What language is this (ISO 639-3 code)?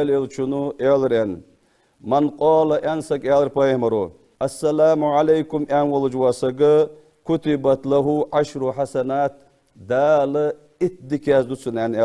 inh